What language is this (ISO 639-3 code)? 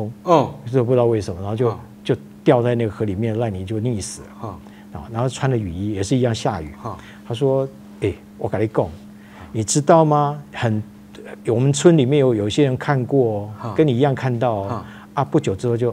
zho